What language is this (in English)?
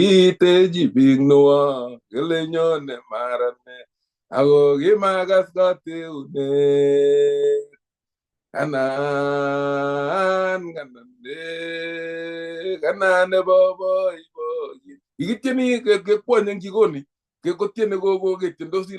Kalenjin